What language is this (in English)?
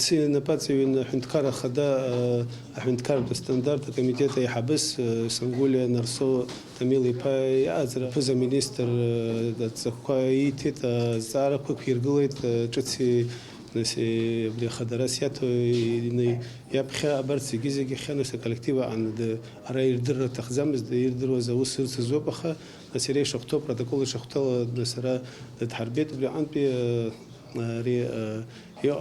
Abkhazian